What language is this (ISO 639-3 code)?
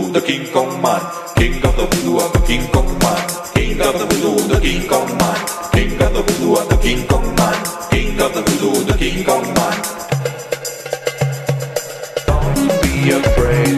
eng